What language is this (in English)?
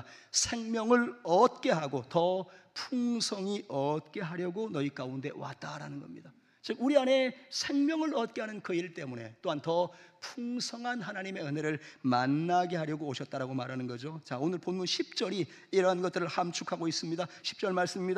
Korean